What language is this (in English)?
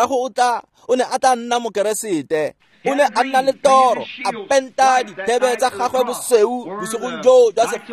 Tswana